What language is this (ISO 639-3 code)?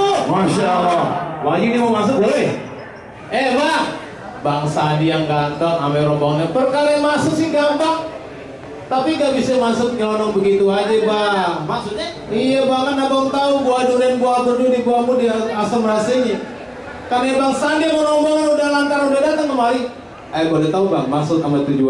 bew